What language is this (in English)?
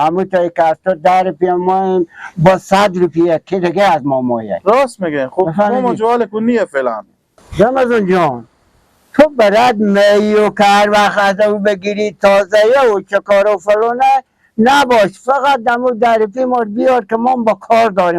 Persian